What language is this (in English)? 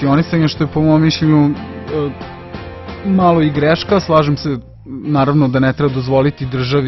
Serbian